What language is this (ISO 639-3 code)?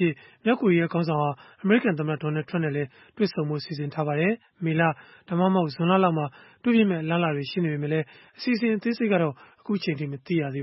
mya